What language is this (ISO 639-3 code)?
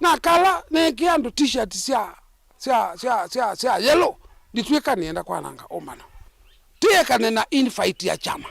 kam